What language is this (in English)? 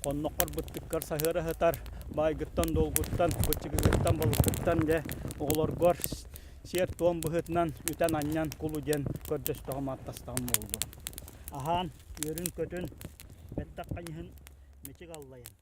Yakut